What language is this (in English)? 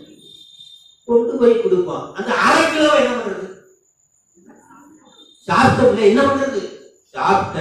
Tamil